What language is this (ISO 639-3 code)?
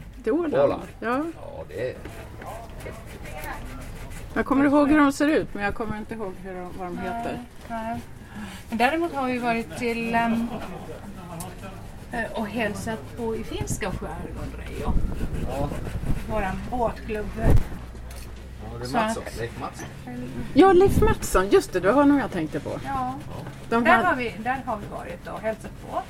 swe